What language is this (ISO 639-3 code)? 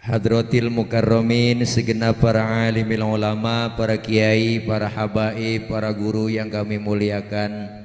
bew